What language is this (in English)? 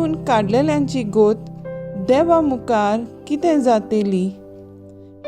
Konkani